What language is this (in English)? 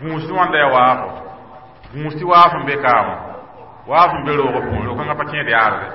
Mossi